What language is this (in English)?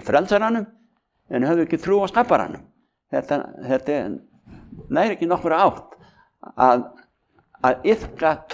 Icelandic